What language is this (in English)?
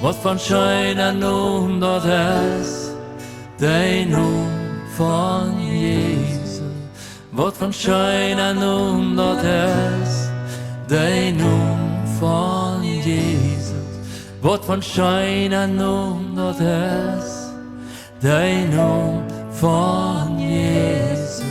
Plautdietsch